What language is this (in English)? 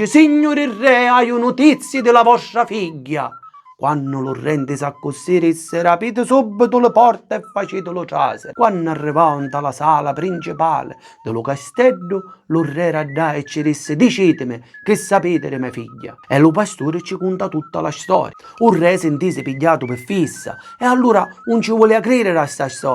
Sicilian